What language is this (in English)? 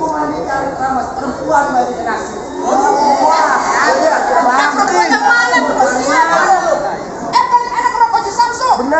Betawi